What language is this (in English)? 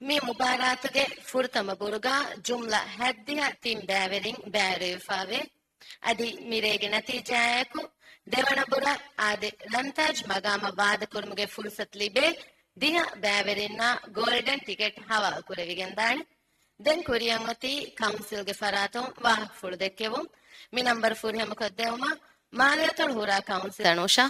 Divehi